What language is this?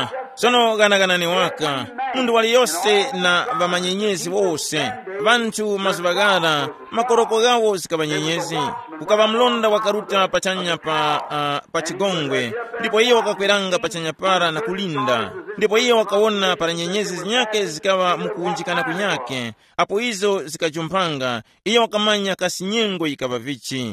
Tumbuka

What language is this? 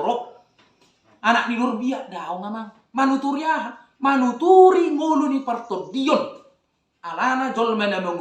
Batak Toba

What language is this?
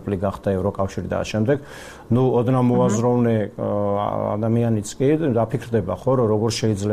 Georgian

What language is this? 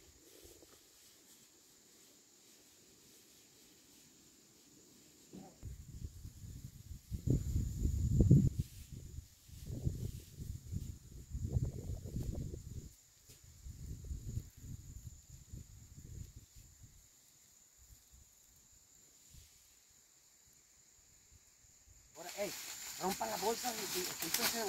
Spanish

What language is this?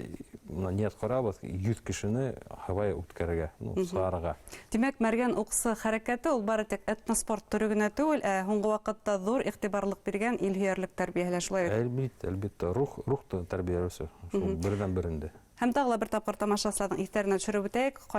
Bashkir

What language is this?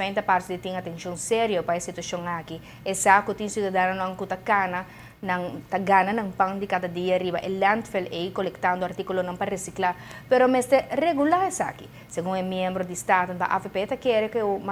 Papiamento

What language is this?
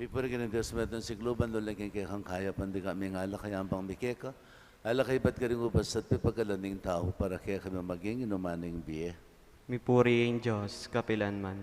Pampanga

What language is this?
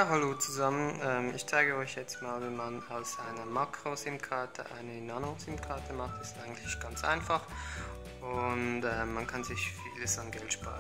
Swiss German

